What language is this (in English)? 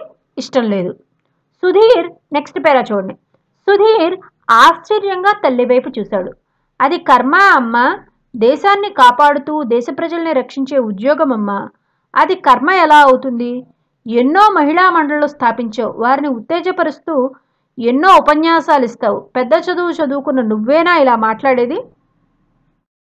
Telugu